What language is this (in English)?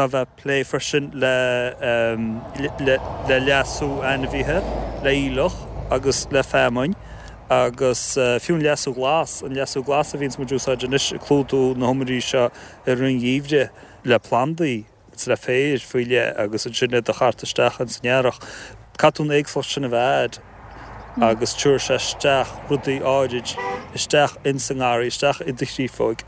Irish